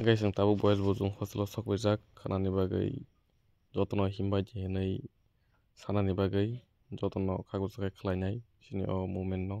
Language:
Kok Borok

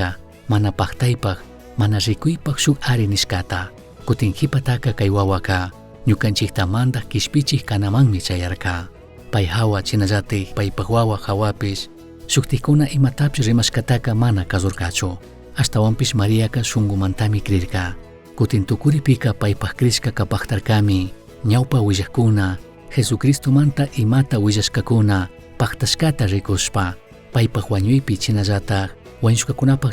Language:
Chimborazo Highland Quichua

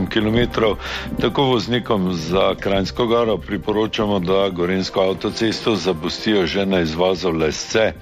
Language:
Slovenian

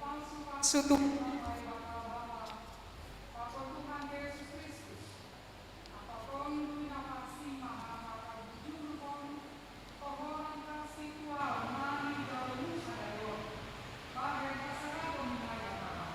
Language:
Batak Simalungun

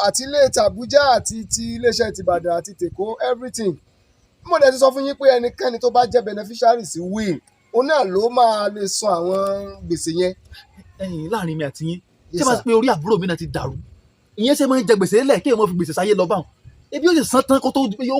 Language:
Yoruba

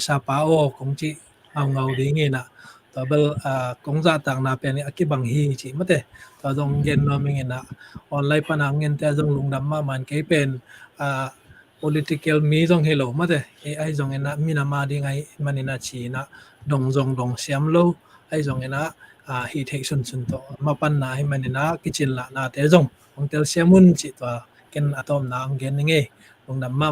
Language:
Tedim Chin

